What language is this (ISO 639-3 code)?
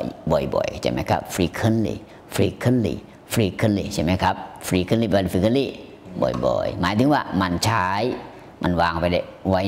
tha